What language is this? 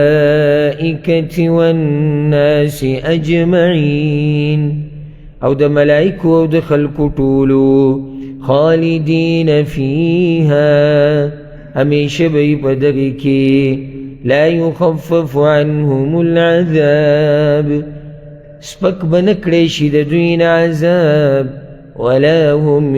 Pashto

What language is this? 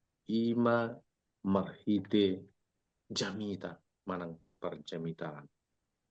Batak Toba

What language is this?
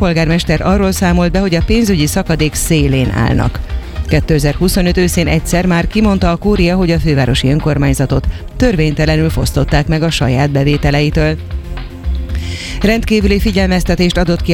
Hungarian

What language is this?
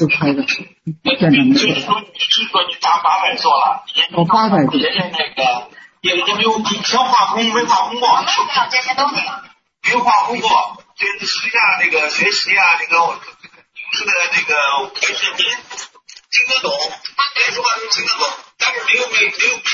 Chinese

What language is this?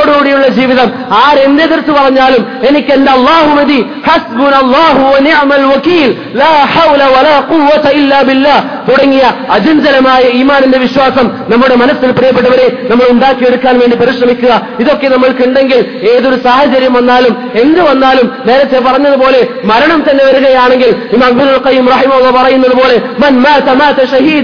Malayalam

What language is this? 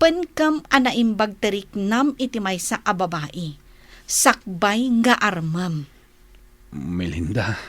Iloko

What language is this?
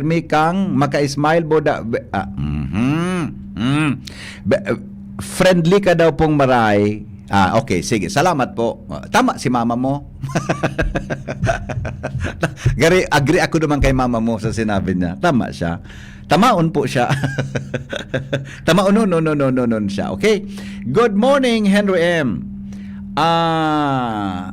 Bikol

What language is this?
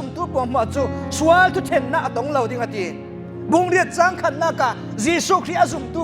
Falam Chin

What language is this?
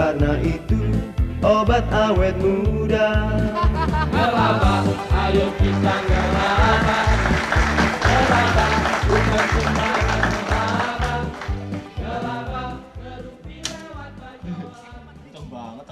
Betawi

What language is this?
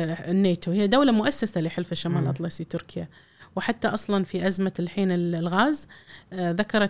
Gulf Arabic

